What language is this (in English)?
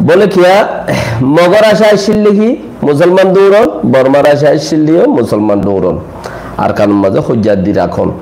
Rohingya